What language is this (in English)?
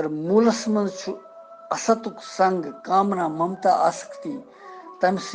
Kashmiri